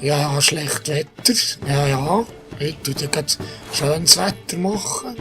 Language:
Swiss German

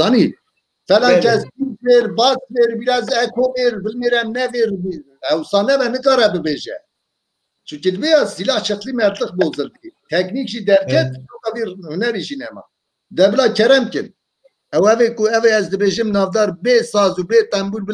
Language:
Kurdish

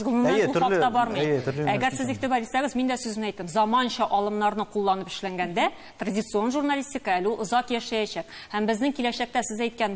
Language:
Tatar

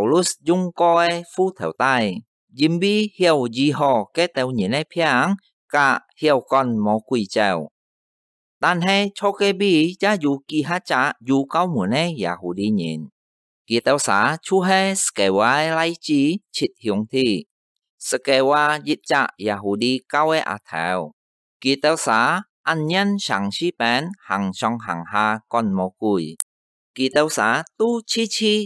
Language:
Hakka Chinese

